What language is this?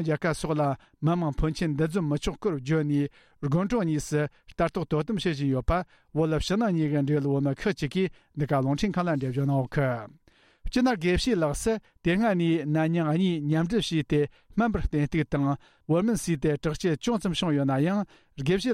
Tibetan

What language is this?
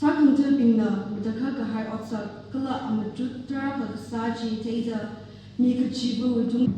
Tangkhul Naga (India)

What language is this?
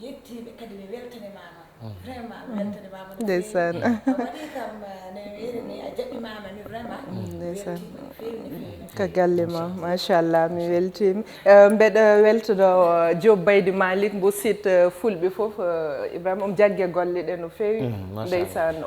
Fula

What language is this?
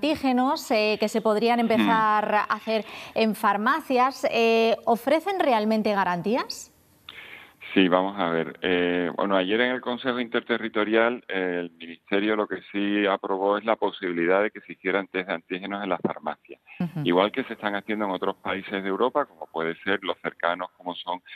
Spanish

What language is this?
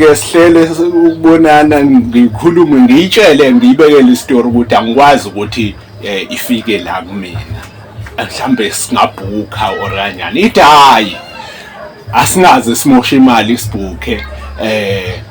Zulu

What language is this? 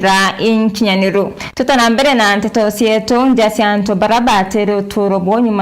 Meru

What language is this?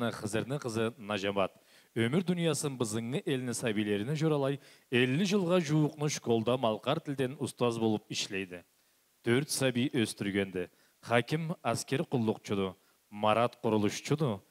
Karachay-Balkar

